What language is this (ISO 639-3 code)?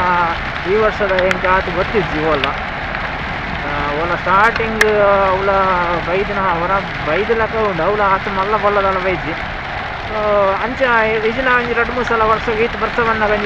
tcy